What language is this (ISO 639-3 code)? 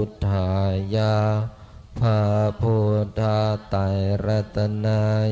pli